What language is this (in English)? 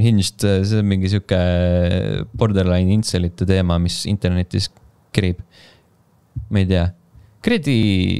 Estonian